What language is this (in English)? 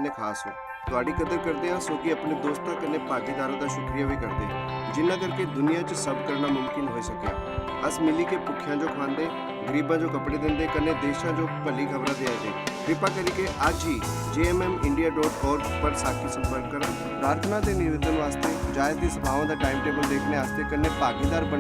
Dogri